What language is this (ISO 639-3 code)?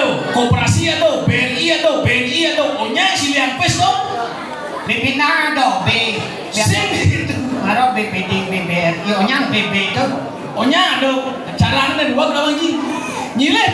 ban